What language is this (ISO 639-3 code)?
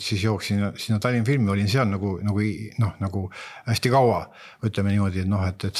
est